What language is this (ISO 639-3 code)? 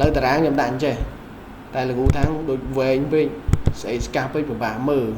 khm